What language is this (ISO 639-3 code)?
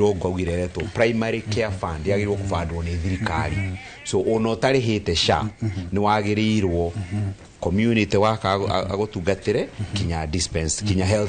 kik